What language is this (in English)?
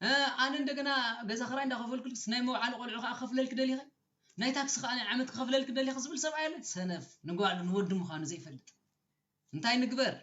Tigrinya